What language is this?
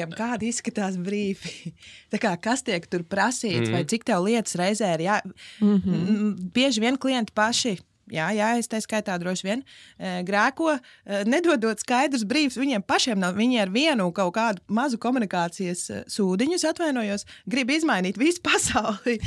Latvian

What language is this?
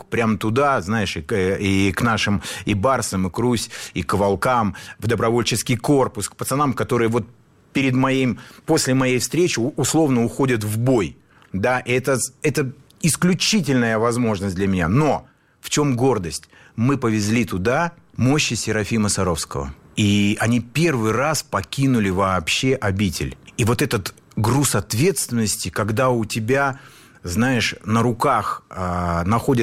Russian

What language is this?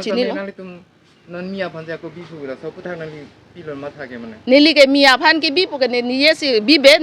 Karbi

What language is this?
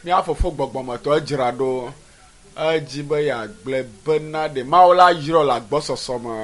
Ewe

